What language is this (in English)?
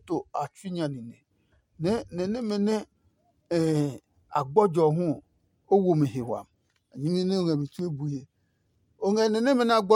Adangme